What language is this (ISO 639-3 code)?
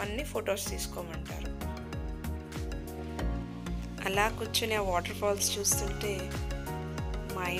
tel